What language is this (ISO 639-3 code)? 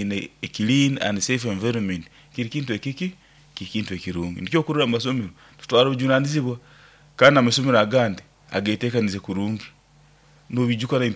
nyo